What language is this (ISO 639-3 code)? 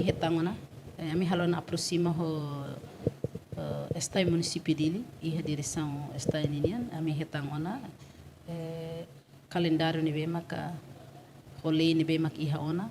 tet